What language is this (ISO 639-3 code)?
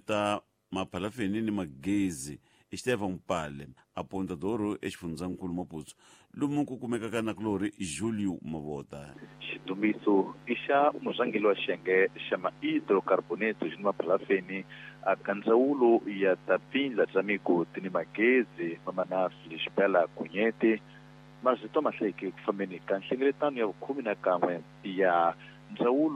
tso